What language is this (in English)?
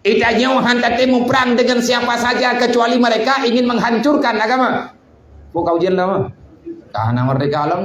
Achinese